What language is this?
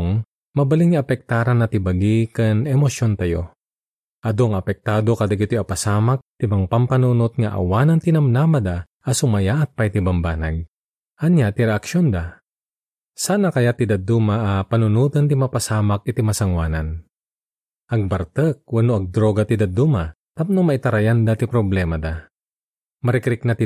Iloko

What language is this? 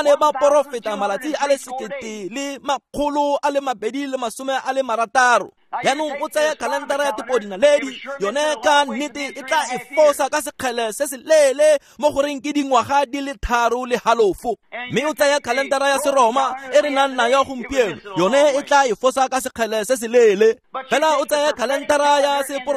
Tswana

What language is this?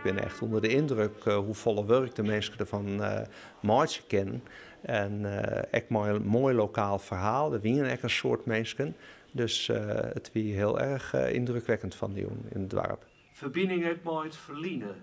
Western Frisian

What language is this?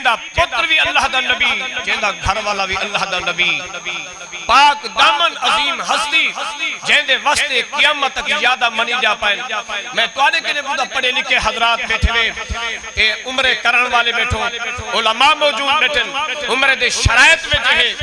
Saraiki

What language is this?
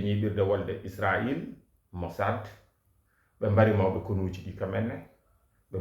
Fula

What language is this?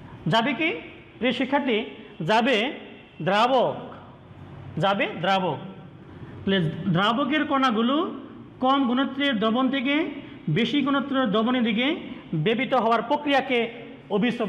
Bangla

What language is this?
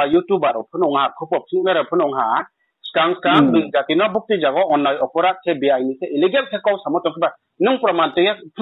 Riang (India)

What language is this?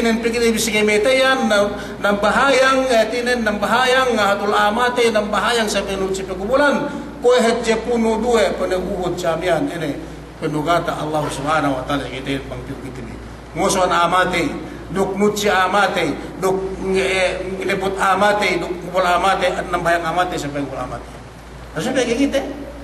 Yakan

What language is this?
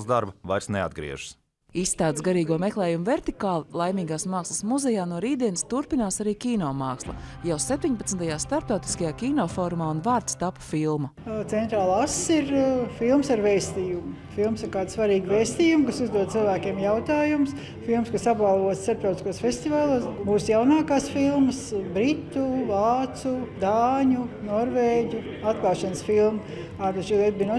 Latvian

